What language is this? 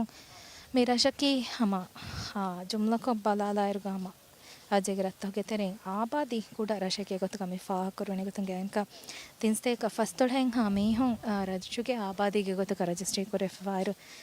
Divehi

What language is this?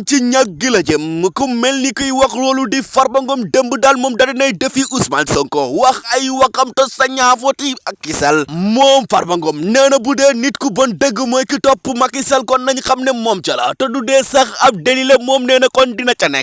Wolof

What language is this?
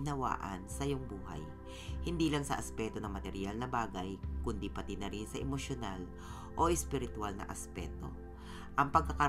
Filipino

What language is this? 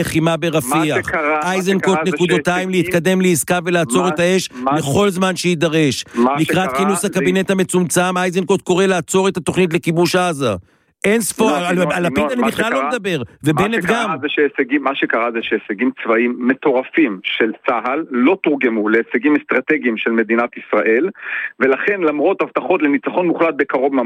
Hebrew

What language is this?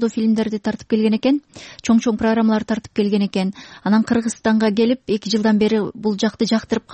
Kyrgyz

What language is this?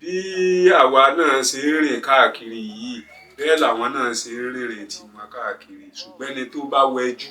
Yoruba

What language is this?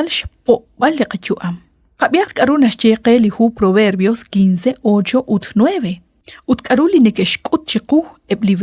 Kekchí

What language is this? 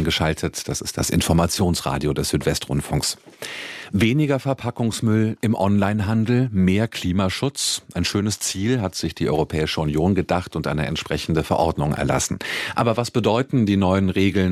German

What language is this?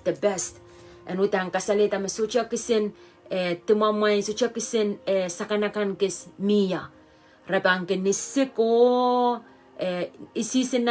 Pohnpeian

